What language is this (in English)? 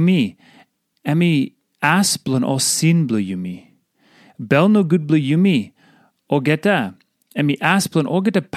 Tok Pisin